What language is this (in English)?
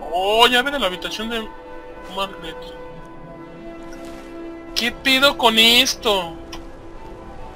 Spanish